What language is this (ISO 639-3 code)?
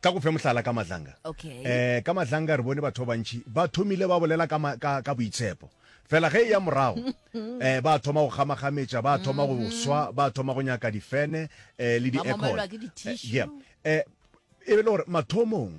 nso